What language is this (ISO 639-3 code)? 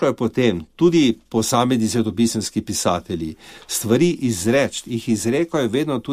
slv